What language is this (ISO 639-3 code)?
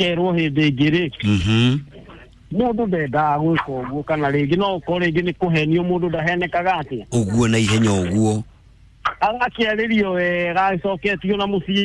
kik